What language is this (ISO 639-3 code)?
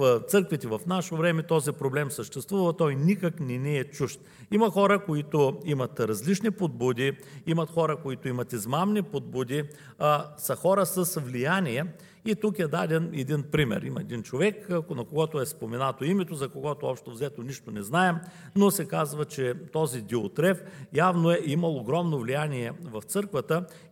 bul